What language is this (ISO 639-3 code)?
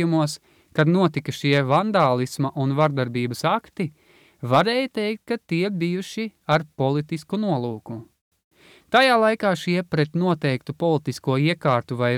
lav